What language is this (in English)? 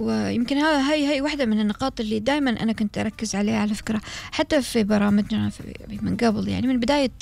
Gulf Arabic